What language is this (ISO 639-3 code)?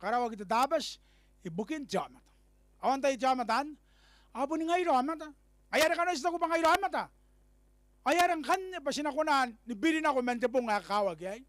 gil